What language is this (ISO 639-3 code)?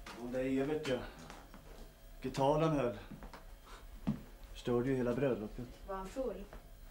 swe